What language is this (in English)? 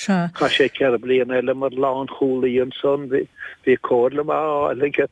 Irish